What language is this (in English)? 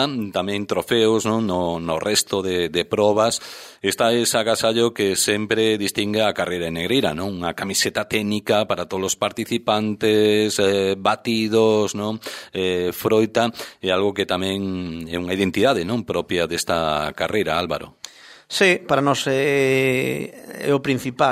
Galician